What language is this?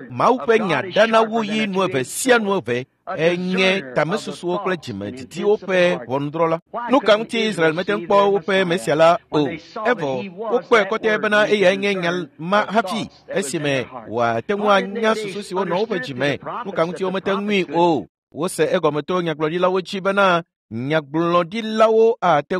Ewe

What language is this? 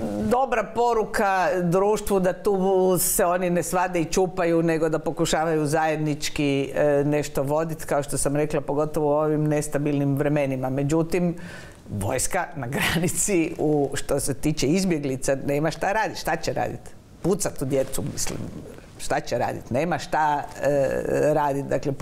Croatian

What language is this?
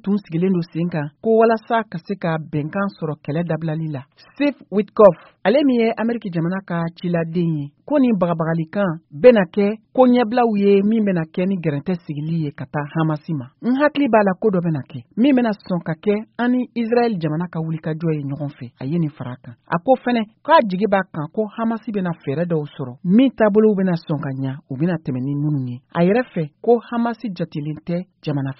Bambara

